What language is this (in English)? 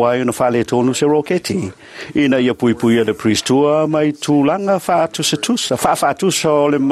Samoan